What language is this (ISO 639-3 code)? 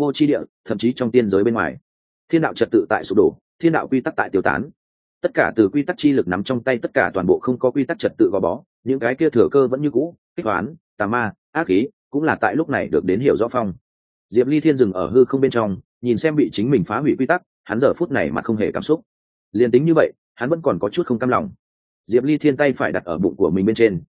vie